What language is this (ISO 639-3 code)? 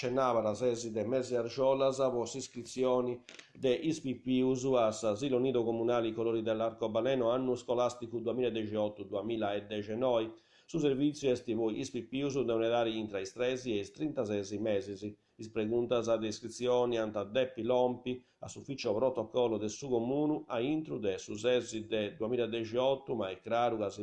srd